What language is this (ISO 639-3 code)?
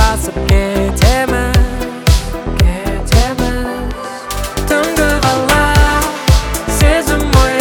kaz